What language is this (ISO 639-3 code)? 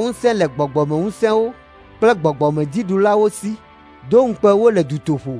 ewe